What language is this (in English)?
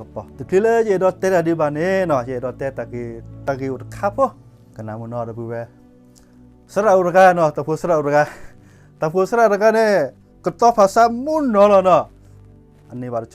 S'gaw Karen